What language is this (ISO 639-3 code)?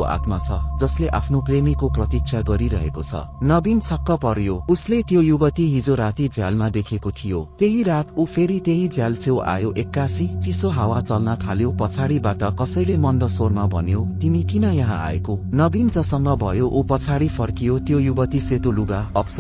nep